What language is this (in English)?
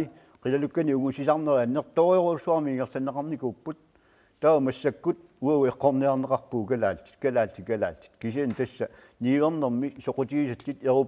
Kalaallisut